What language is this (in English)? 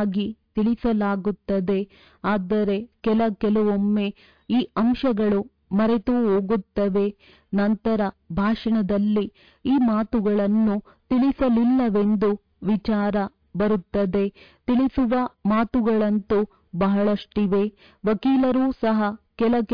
Kannada